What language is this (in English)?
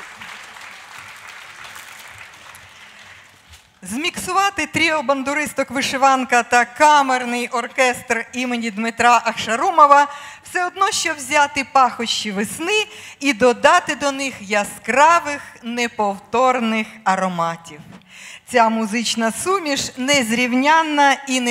Ukrainian